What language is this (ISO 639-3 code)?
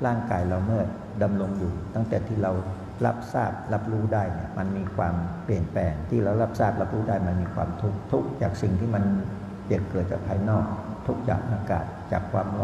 tha